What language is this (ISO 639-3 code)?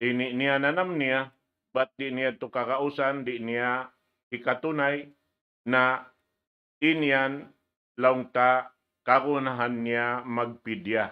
tsg